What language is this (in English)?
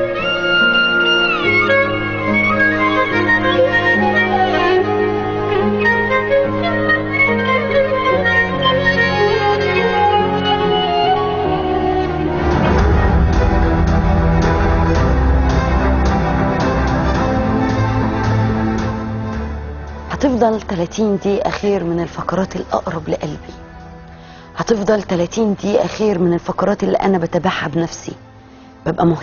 Egyptian Arabic